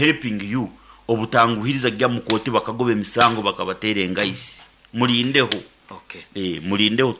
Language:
Nyoro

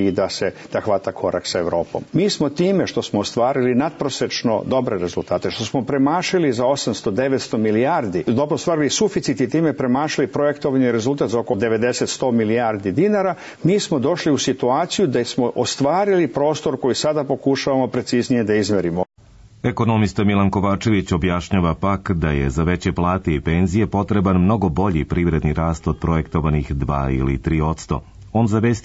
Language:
Serbian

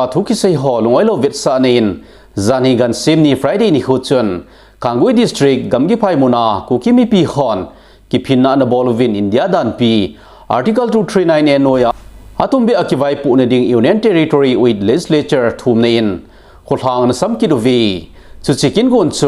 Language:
Thado Chin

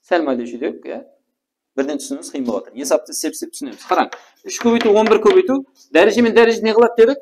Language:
Kara-Kalpak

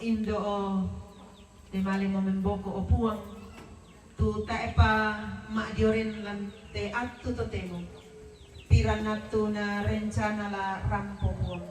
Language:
Toraja-Sa'dan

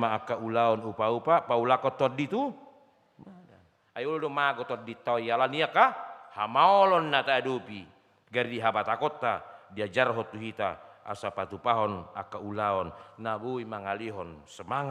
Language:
Batak Toba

